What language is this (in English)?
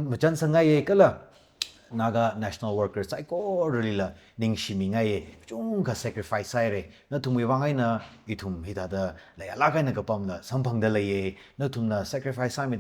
Tangkhul Naga (India)